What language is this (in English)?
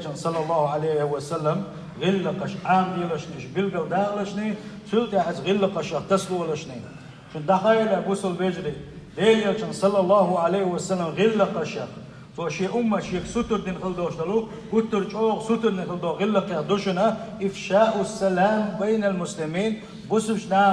Chechen